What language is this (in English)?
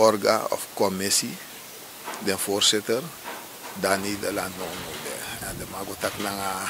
Sranan Tongo